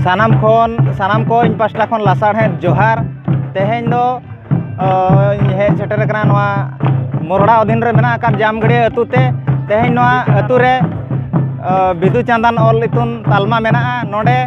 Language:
Santali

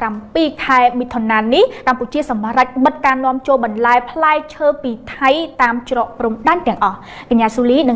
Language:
Khmer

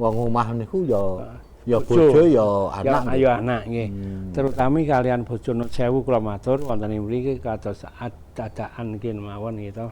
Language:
Javanese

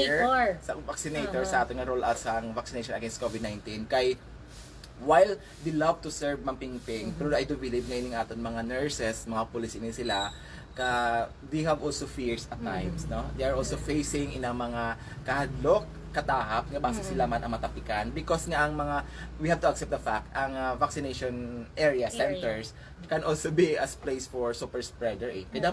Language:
Hiligaynon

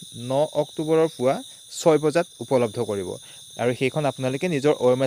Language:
Assamese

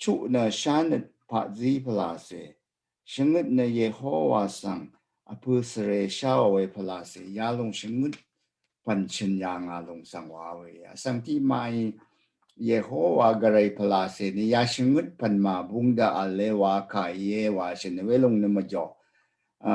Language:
Rawang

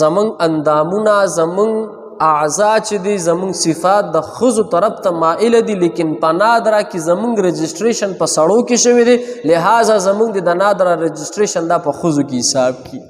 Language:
Pashto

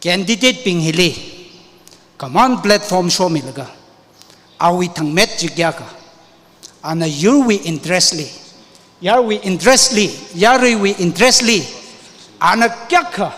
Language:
Tangkhul Naga (India)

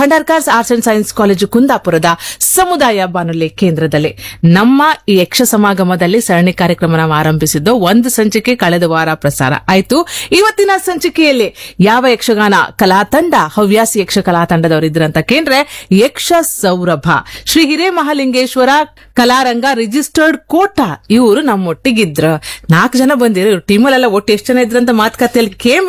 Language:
Kannada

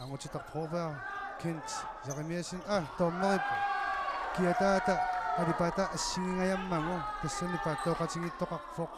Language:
Kalaallisut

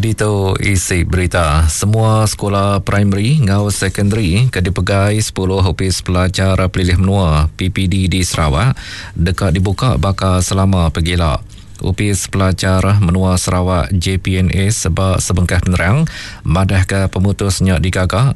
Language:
Iban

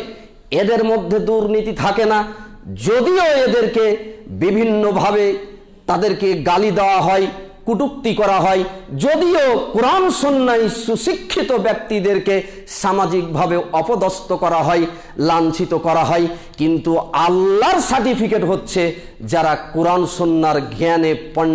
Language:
Bangla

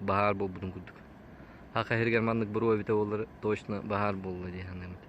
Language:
Yakut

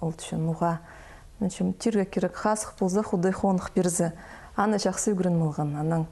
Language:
Khakas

